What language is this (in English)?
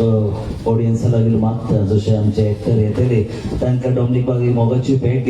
Konkani